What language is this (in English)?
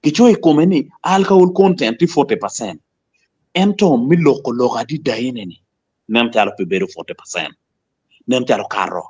Acoli